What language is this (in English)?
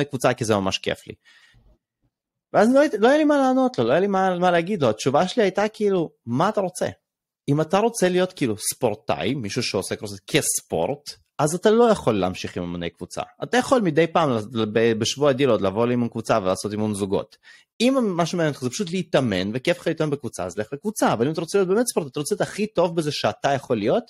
Hebrew